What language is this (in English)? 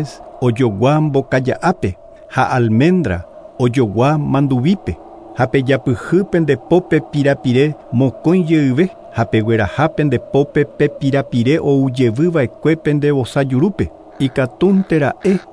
Guarani